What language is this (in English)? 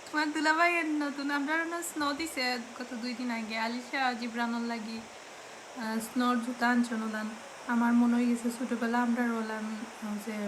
Sylheti